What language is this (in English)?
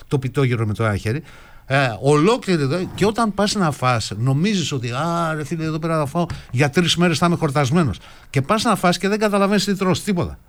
Greek